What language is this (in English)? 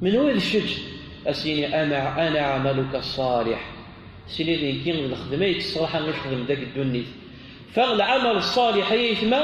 Kabyle